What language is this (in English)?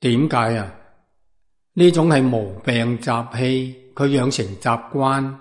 Cantonese